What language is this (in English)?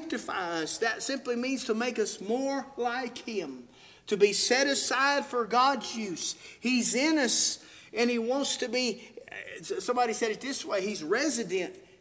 English